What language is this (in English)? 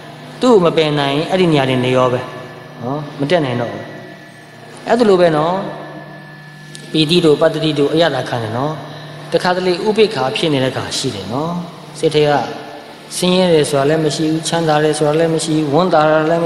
Burmese